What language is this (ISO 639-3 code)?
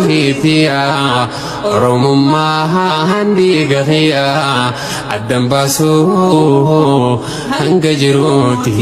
orm